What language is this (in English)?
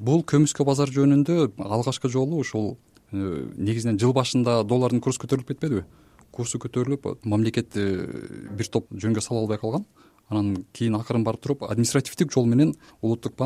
Kyrgyz